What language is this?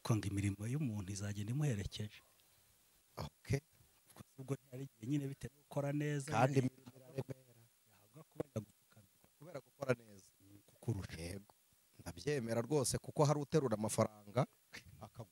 Kinyarwanda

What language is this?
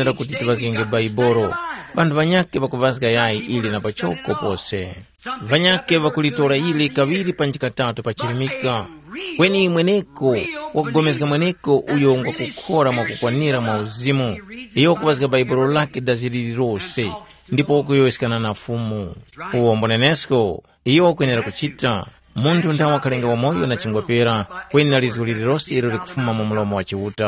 Tumbuka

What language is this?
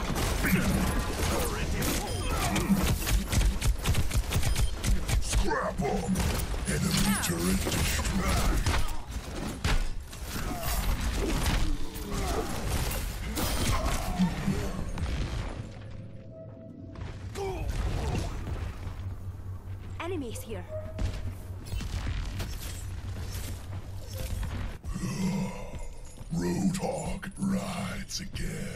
English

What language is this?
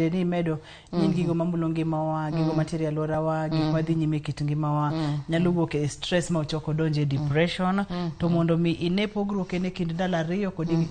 Luo (Kenya and Tanzania)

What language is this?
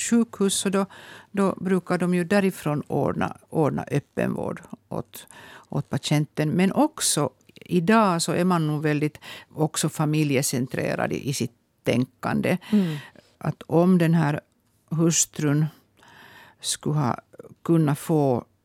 Swedish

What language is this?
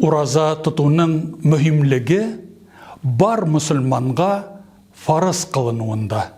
Tatar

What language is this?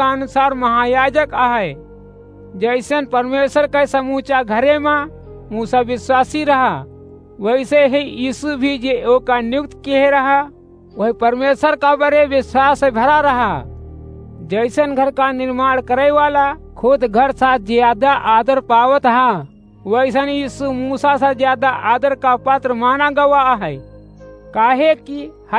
Awadhi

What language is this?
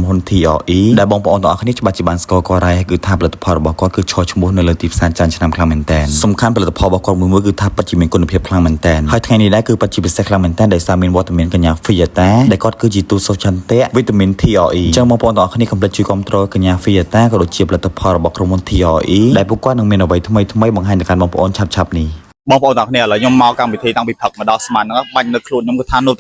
Khmer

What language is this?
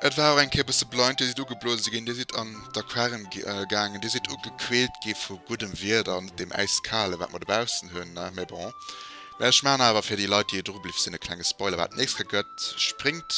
Luxembourgish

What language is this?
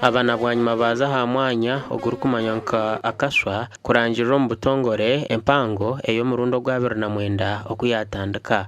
Nyankole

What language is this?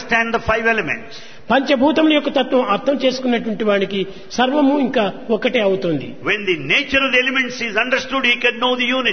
Telugu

